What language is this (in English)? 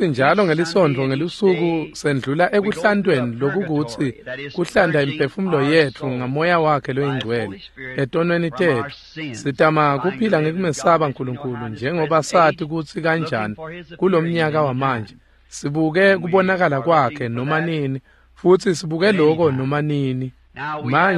Swati